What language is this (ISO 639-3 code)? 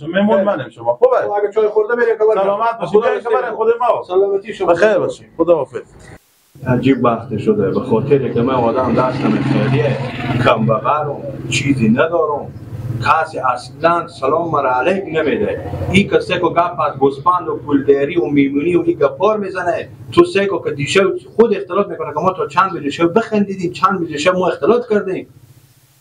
fas